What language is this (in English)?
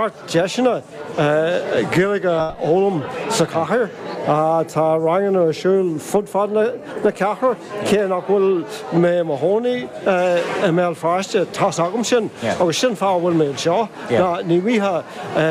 Irish